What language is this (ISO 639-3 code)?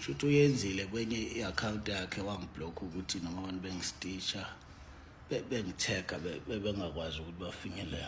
zul